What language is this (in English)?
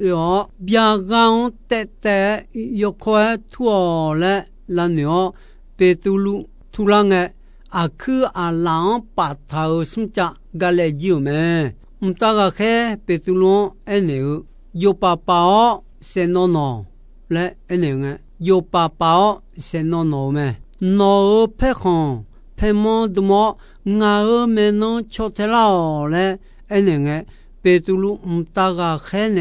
Akha